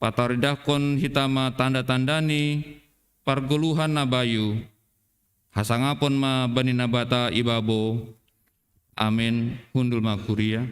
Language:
Batak Simalungun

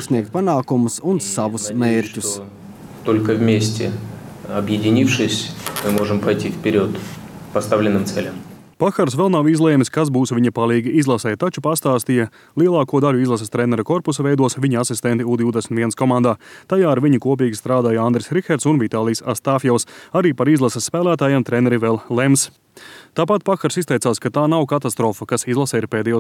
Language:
Latvian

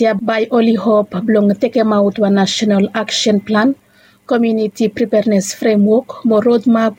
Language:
Bislama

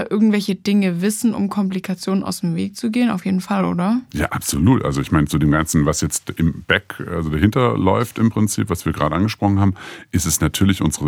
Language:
German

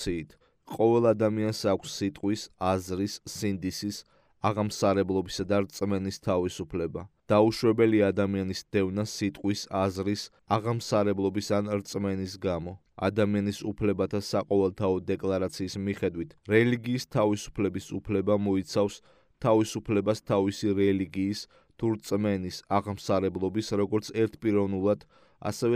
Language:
Georgian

